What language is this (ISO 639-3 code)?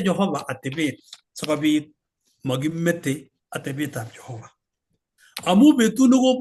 kln